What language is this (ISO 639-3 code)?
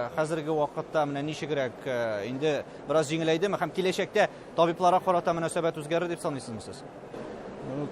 tat